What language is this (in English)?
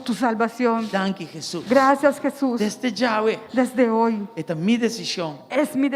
Papiamento